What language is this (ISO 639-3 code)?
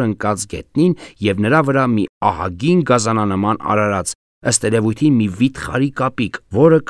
hye